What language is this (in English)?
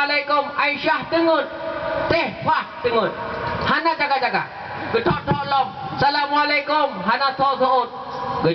Achinese